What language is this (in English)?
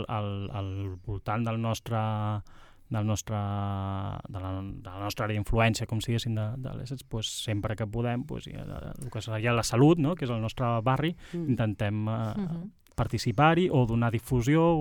Catalan